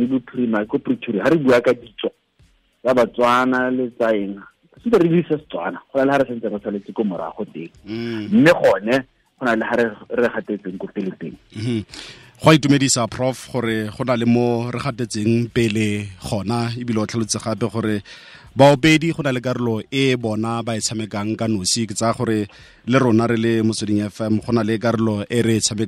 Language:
Tswana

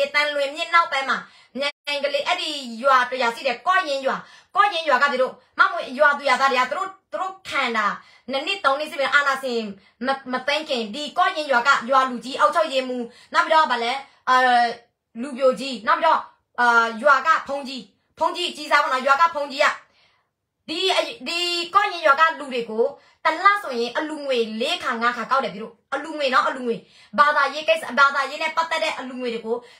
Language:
Burmese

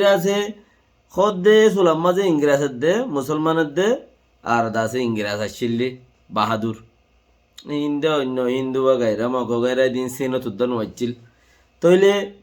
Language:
Rohingya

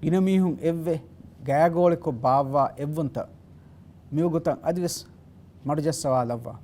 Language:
Divehi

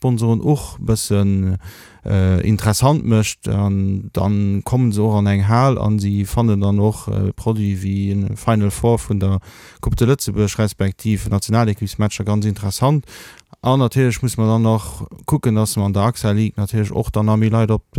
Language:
Luxembourgish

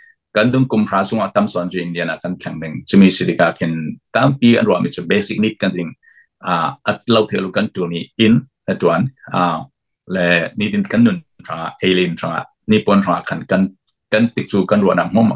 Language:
Hakha Chin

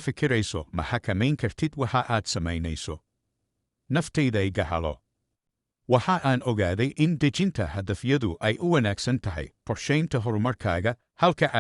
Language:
Somali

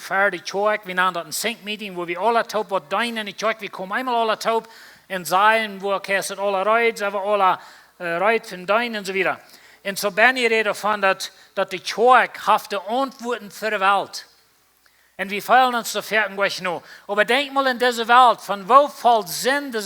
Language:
Plautdietsch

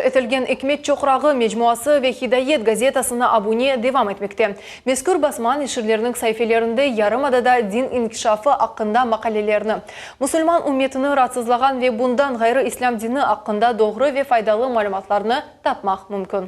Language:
Crimean Tatar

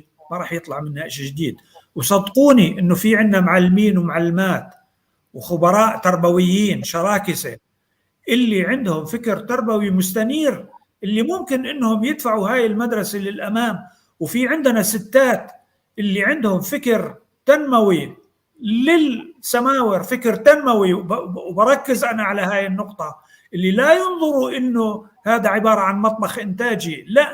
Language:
North Levantine Arabic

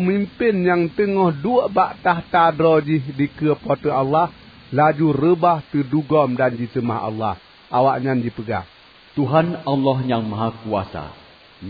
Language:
Achinese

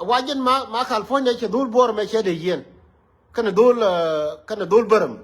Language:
Nuer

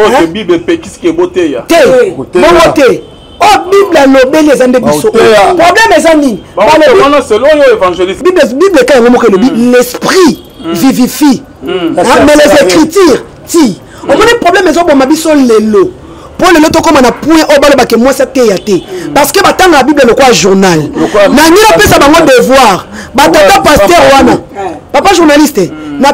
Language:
Lingala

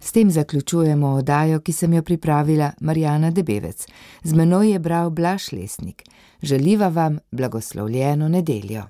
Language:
Slovenian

